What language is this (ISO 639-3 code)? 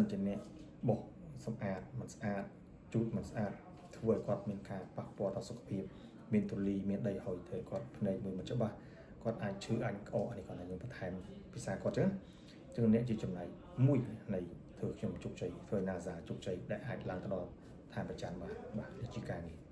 khm